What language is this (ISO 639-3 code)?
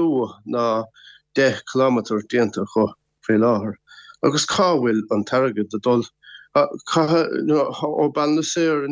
gle